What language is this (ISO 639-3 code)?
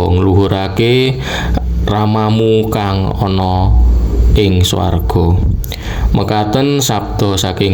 jav